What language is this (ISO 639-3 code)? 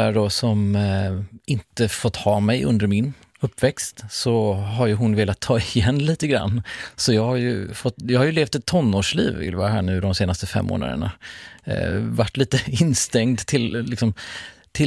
swe